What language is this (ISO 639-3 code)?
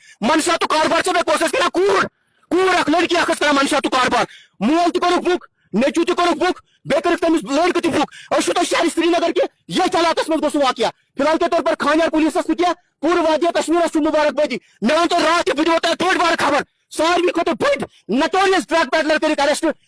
kas